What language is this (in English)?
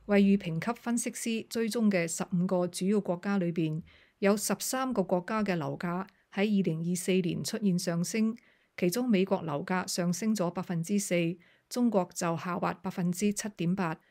Cantonese